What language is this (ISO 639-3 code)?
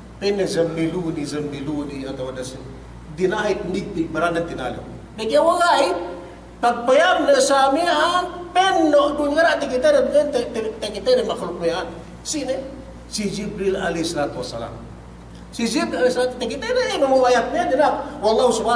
yka